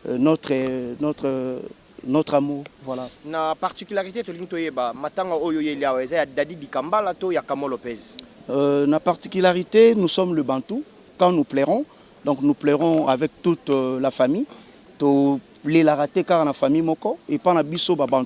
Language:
Lingala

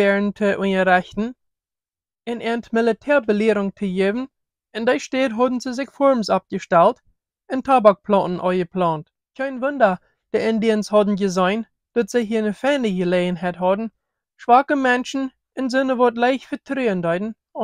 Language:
Plautdietsch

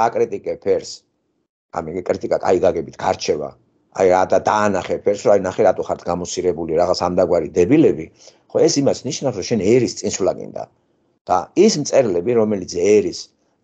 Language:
Georgian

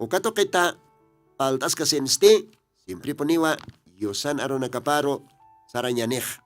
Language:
Aymara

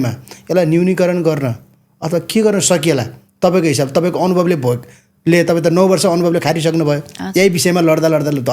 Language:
Nepali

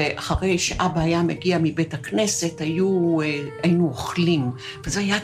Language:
Hebrew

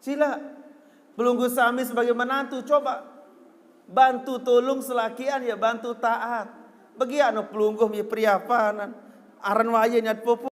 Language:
Sasak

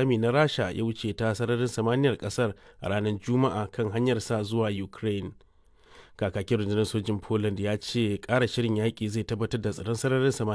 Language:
Hausa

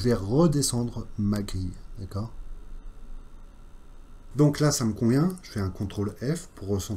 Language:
French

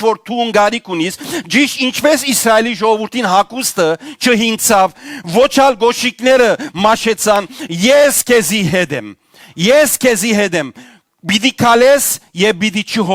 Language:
Western Armenian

